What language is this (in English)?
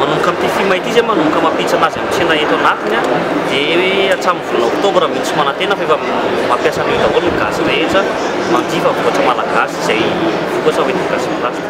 Malagasy